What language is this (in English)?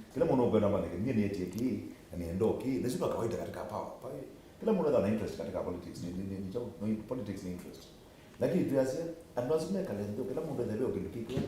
Kamba